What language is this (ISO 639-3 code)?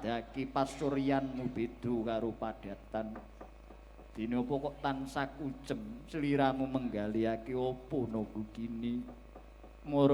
jav